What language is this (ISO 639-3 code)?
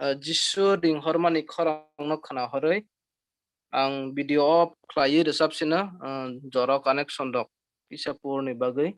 trp